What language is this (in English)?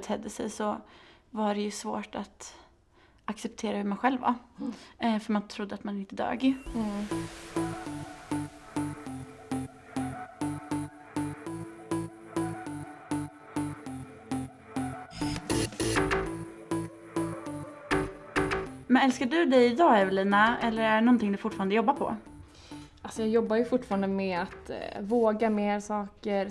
Swedish